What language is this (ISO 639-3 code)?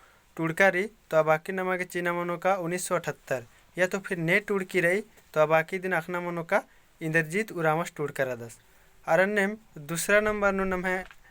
kru